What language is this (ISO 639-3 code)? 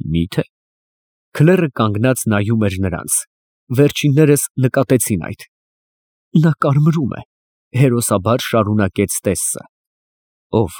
hye